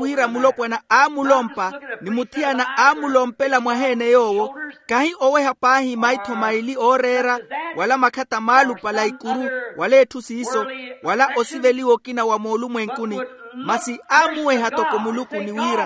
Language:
Makhuwa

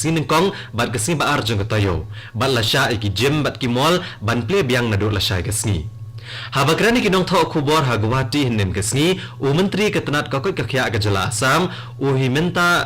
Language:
Khasi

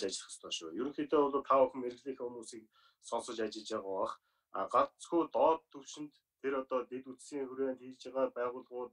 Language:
Mongolian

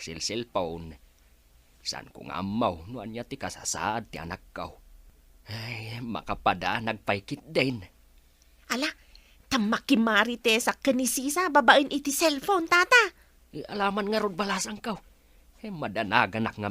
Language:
Iloko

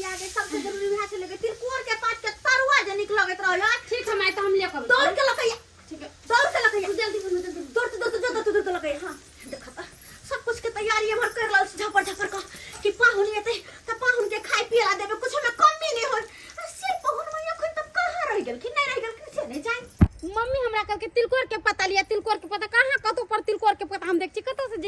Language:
Maithili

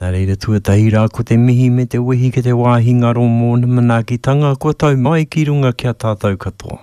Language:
Māori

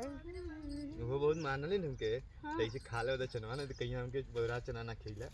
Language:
Bhojpuri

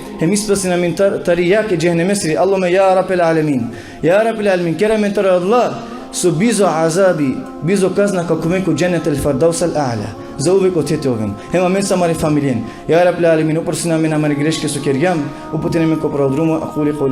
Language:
Balkan Romani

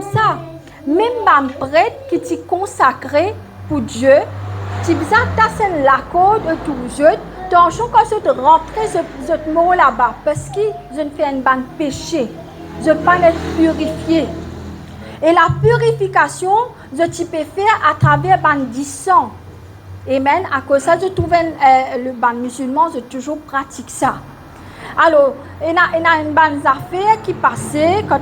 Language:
Morisyen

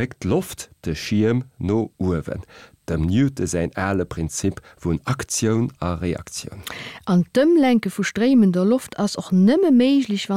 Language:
Luxembourgish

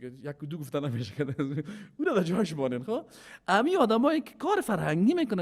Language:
Persian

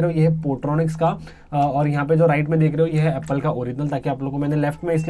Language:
Hindi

